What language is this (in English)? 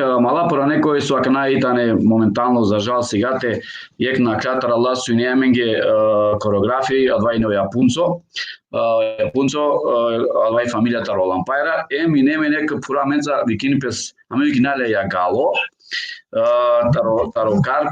Balkan Romani